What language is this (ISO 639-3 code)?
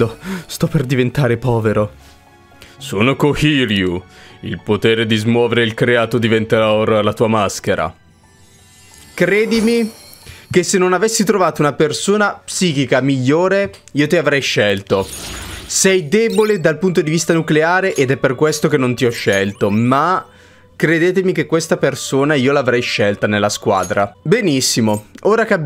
ita